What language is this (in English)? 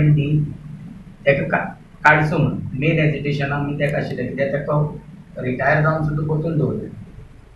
Konkani